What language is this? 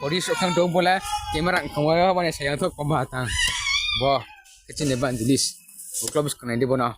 Riang (India)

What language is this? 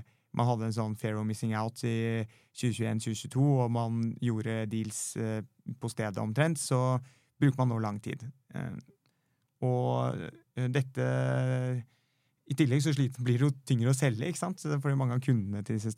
Norwegian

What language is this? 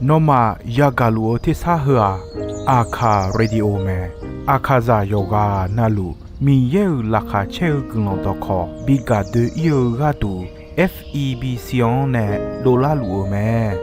Akha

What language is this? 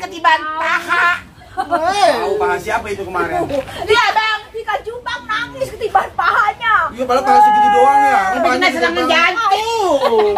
Betawi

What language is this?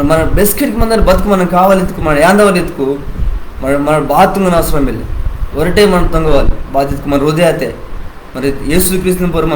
Koya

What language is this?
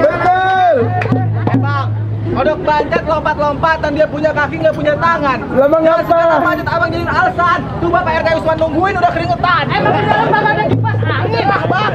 Betawi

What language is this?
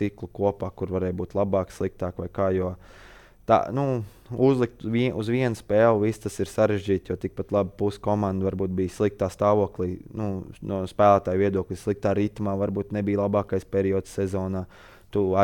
Latvian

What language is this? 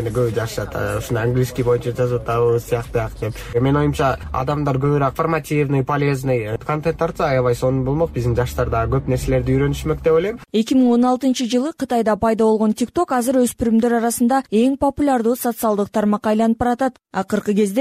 Kyrgyz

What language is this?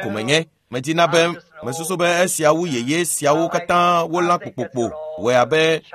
Ewe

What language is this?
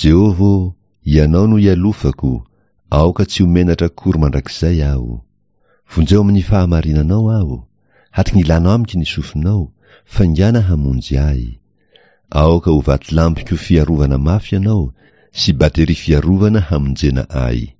Malagasy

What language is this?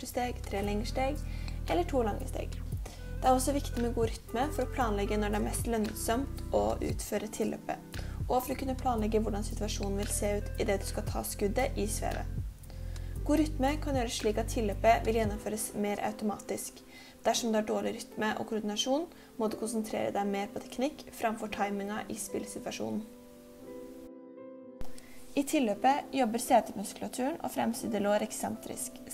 Norwegian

